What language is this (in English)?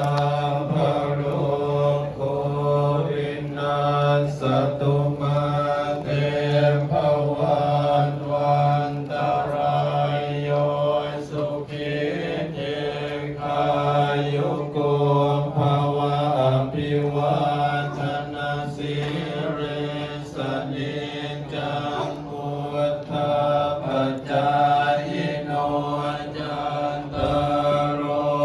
Pali